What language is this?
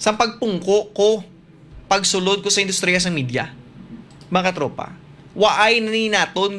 Hiligaynon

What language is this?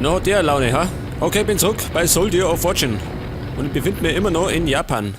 Bavarian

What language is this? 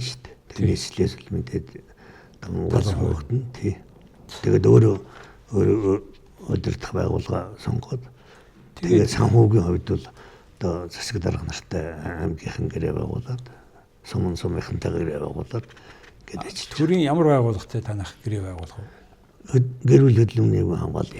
Mongolian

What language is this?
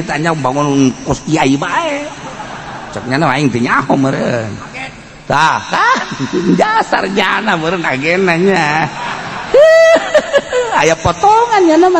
Sundanese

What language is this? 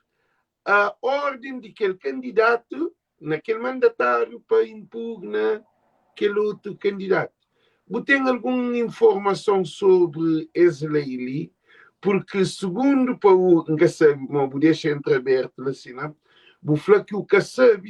Kabuverdianu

